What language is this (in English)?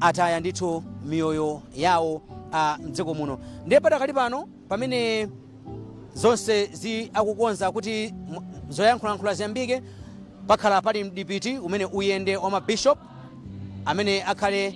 Nyanja